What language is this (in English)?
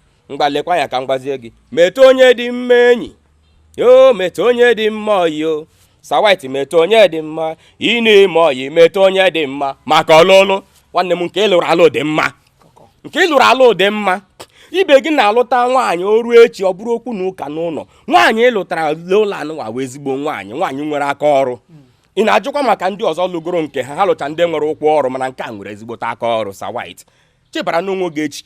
Igbo